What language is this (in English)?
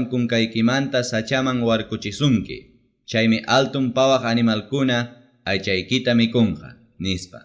Ayacucho Quechua